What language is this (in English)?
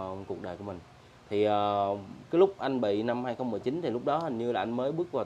Vietnamese